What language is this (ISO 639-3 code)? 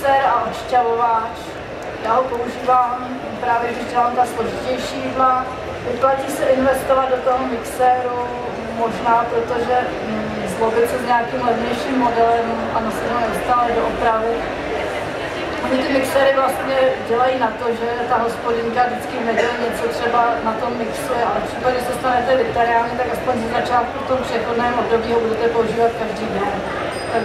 ces